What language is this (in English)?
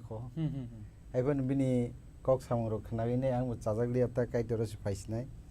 Kok Borok